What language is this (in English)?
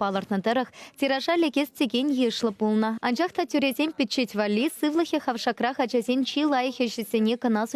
Chuvash